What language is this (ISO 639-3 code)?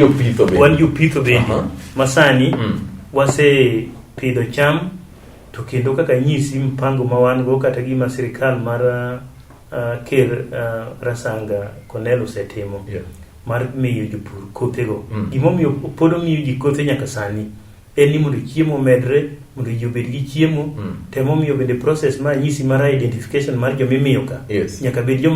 luo